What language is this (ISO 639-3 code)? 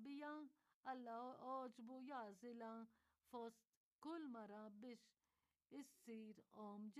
mlt